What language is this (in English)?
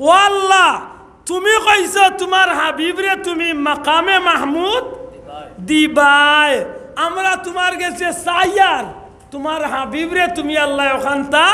Sylheti